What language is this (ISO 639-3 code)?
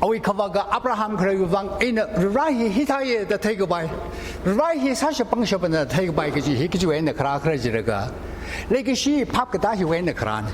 nmf